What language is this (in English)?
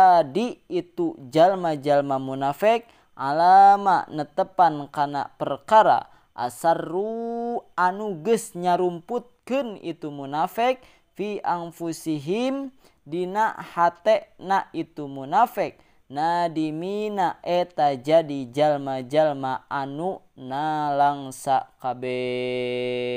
Sundanese